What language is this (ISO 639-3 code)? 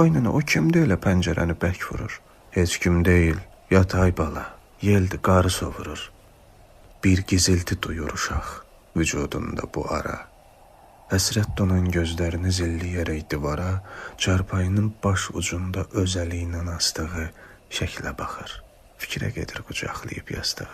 aze